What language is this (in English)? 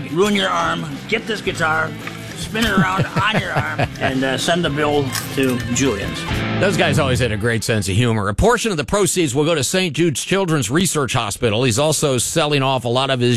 English